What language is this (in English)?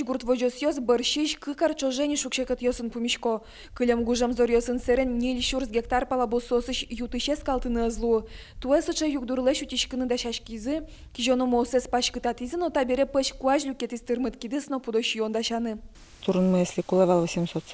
Udmurt